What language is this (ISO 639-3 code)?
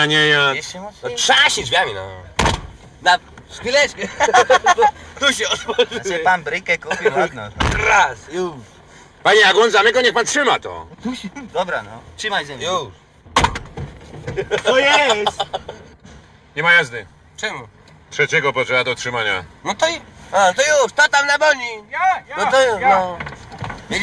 pol